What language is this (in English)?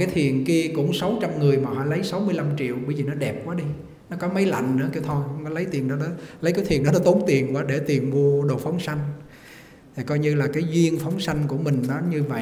Vietnamese